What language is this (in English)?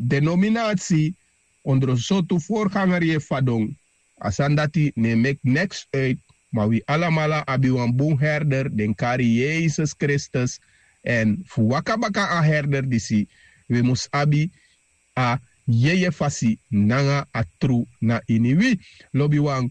Sranan Tongo